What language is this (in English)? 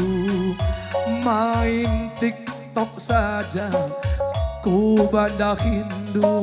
Batak Karo